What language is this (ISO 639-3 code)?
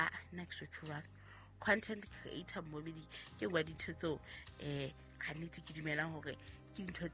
sot